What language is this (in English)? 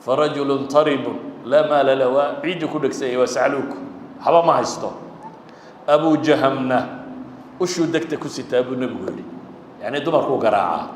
Somali